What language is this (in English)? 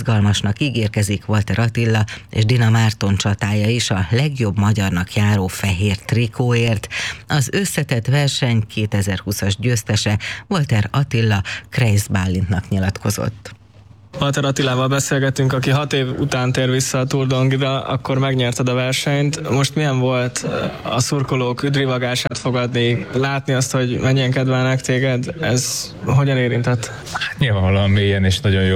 Hungarian